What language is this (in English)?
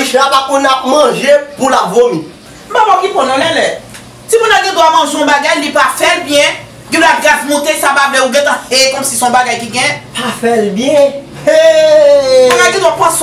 Haitian Creole